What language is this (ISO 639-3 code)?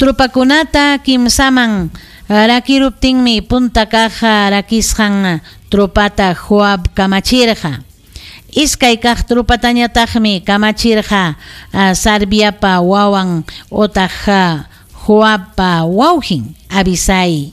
quy